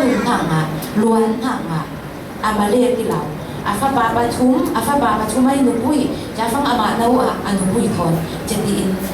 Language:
Falam Chin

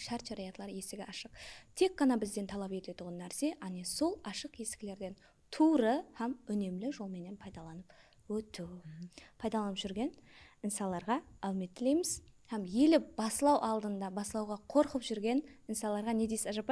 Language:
Kara-Kalpak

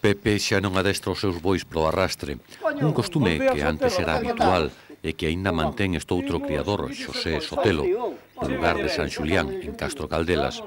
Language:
Galician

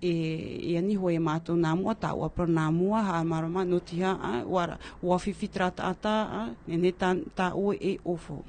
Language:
Tahitian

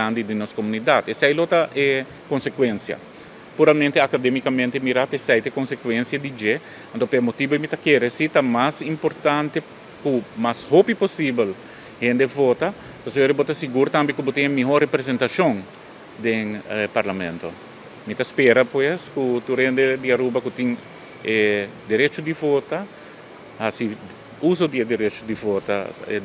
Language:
Papiamento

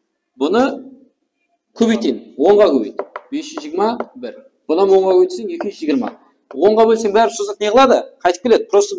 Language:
Kara-Kalpak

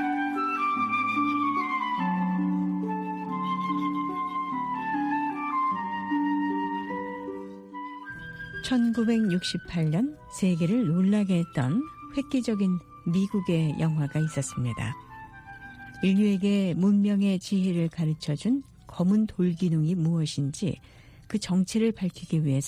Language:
Korean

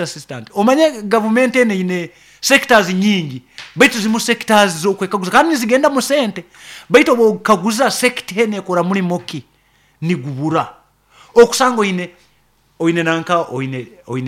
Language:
Nyoro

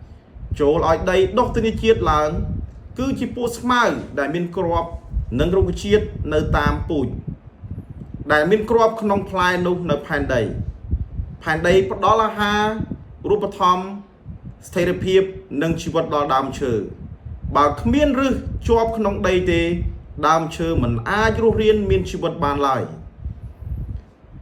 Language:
Khmer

